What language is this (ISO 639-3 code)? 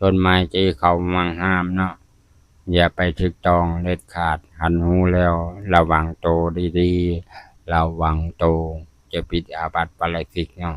lao